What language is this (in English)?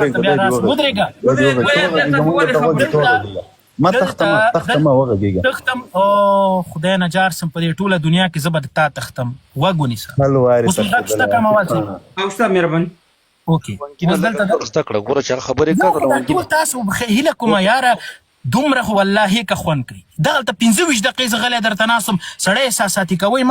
Pashto